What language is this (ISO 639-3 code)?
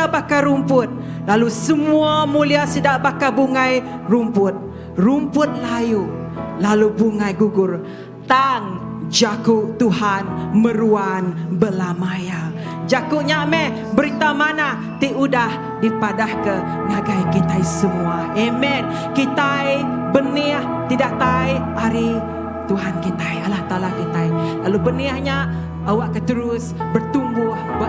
iba